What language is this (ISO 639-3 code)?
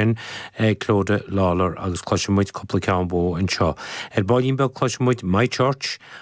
gle